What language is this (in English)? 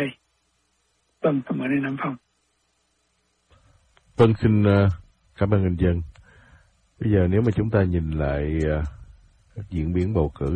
Vietnamese